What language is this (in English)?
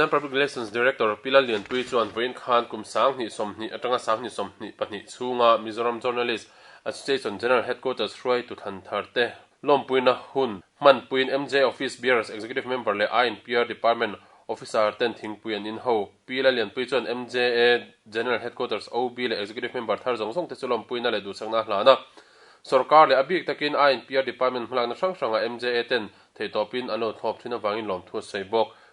Mizo